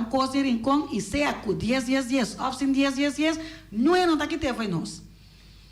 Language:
Papiamento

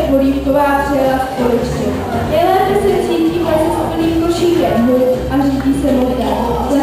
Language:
Czech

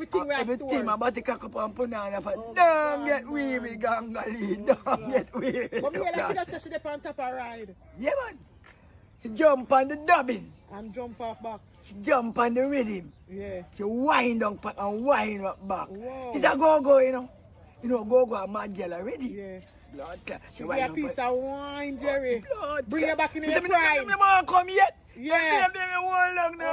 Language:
Jamaican Creole English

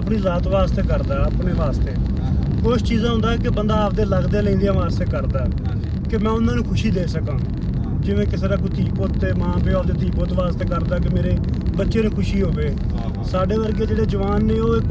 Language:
Punjabi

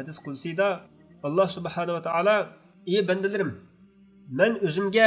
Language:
Uyghur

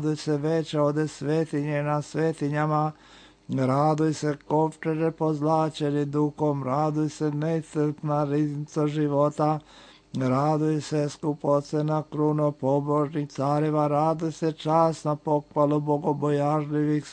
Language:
Serbian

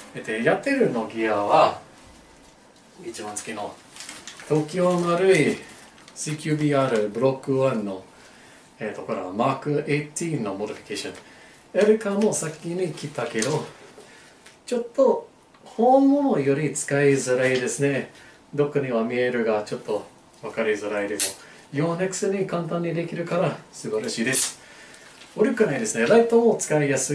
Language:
Japanese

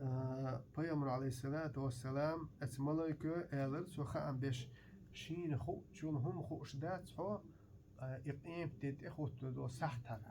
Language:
Chechen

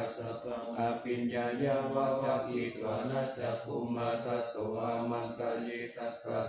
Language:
Pali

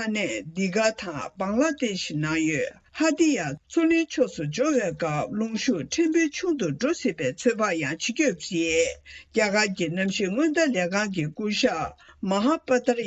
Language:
Tibetan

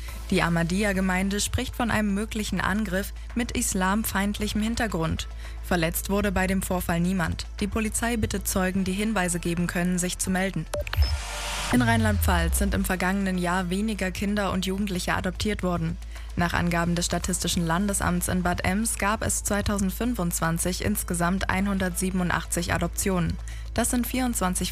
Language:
German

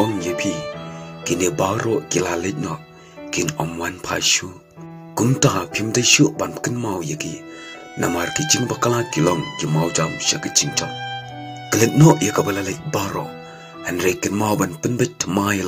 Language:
Khasi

